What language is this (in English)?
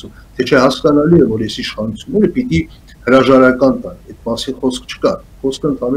Armenian